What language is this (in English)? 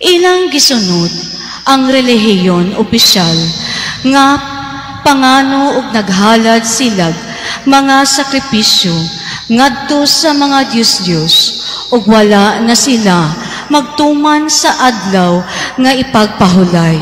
Cebuano